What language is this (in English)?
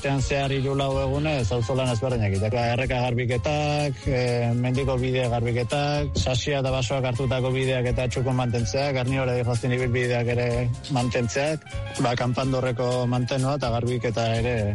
Basque